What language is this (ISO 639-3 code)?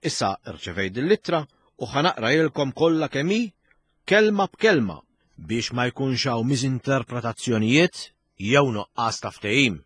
mlt